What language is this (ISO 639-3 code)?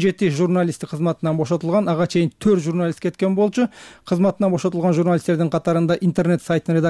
kir